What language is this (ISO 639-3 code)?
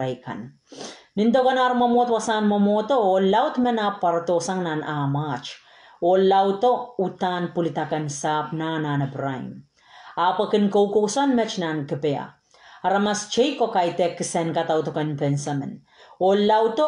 pon